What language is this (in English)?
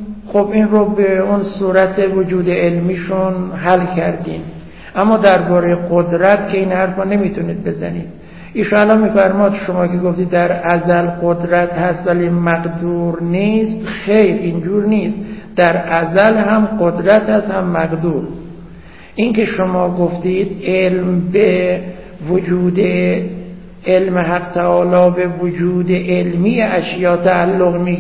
Persian